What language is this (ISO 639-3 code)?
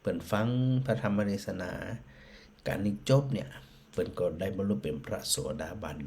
nod